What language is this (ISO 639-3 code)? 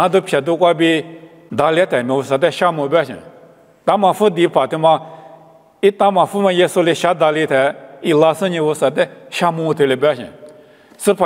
lis